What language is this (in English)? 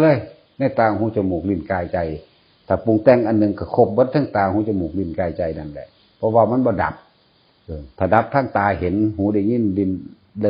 Northeastern Thai